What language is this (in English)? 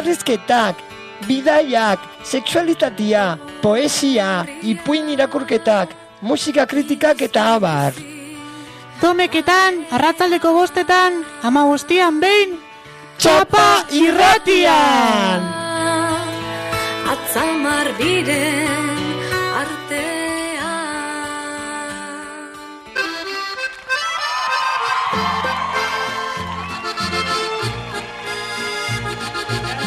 Basque